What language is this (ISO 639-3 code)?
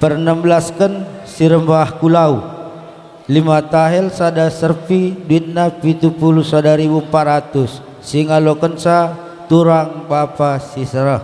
btx